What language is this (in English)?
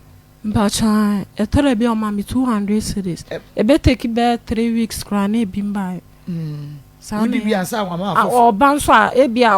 Akan